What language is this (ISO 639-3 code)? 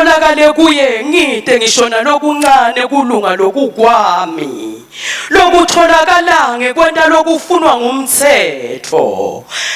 ssw